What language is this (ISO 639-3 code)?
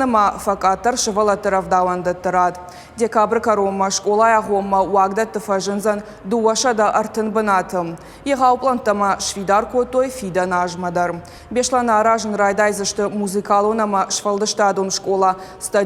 oss